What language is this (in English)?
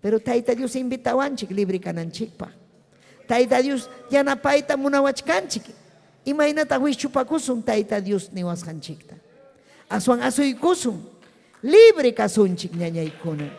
Ayacucho Quechua